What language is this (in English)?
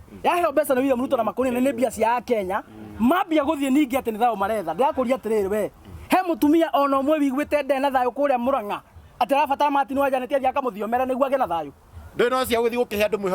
Kikuyu